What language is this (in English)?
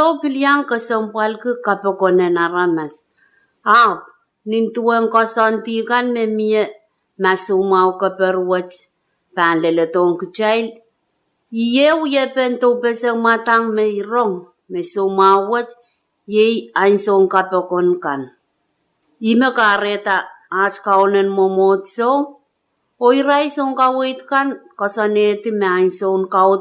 Pohnpeian